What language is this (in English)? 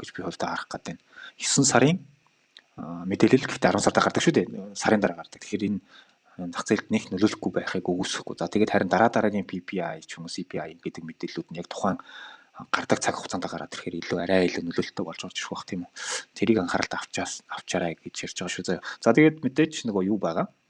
Mongolian